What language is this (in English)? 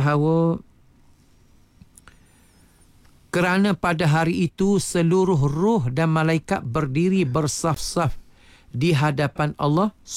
Malay